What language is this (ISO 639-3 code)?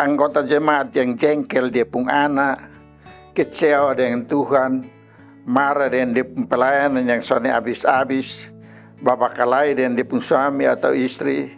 mkn